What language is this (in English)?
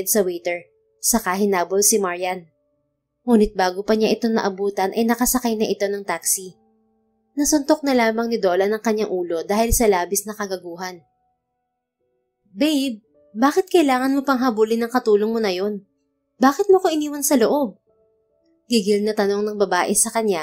Filipino